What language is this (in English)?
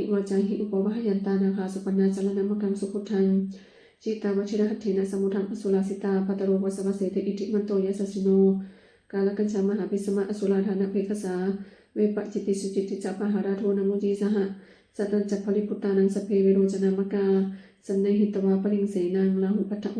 Pali